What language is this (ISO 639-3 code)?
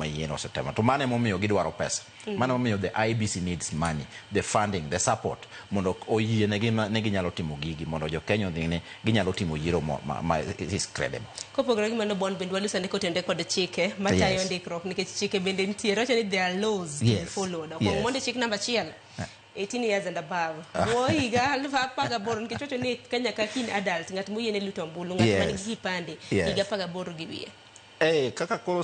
luo